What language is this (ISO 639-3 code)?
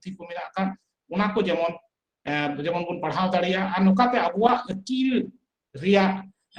sat